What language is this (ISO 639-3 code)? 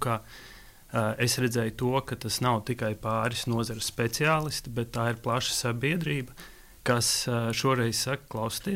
lav